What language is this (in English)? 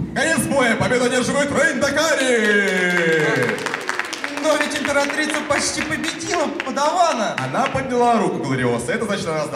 Russian